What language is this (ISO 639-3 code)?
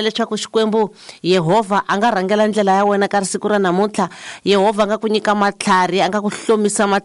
tso